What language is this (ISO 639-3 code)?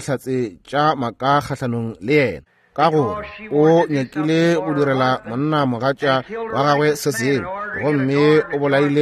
nso